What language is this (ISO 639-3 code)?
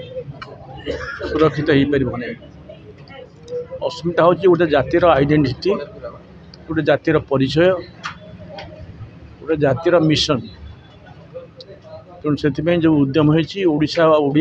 ori